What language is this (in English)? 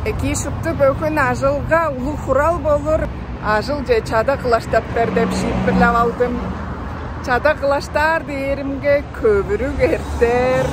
Tuvinian